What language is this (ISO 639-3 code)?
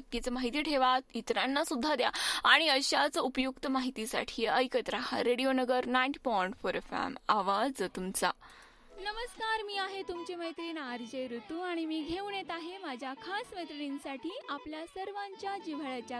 mar